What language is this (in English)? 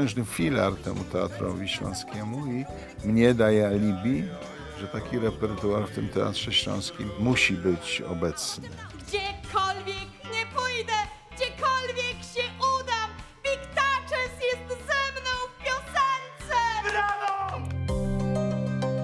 Polish